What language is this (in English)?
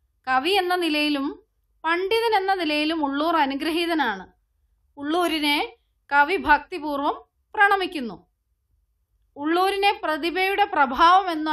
Malayalam